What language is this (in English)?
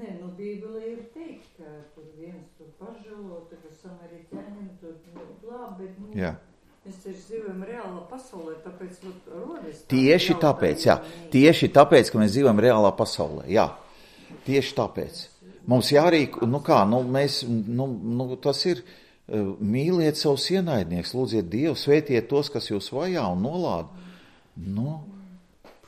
Latvian